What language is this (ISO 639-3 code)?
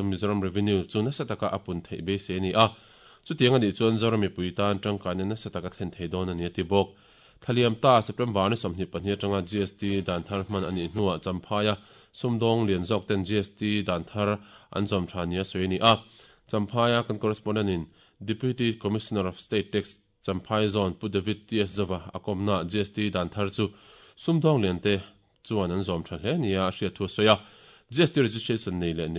lus